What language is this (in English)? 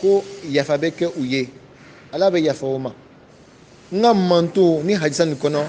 Bambara